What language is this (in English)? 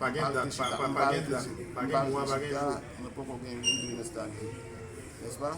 Haitian Creole